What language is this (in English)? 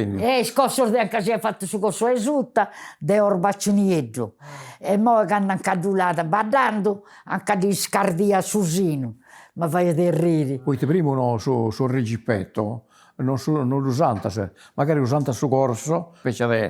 Sardinian